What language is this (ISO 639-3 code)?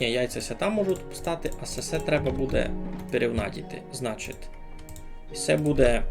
rue